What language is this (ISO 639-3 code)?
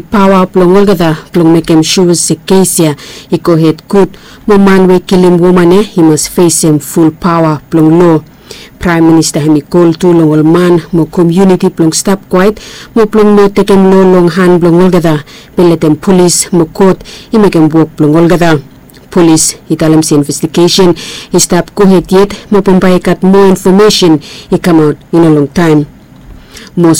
bis